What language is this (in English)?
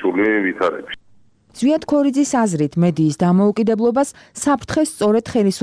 Georgian